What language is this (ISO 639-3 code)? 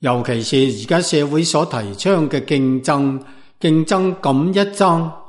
yue